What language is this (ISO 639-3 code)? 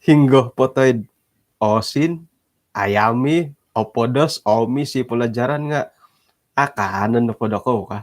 dtp